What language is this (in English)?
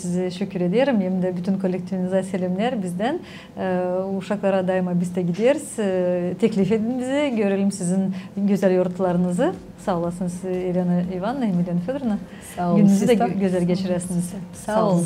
Gagauz